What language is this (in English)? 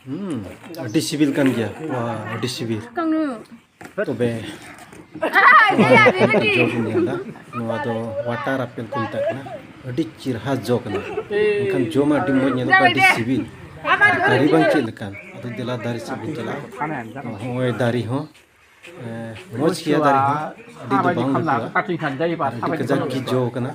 Santali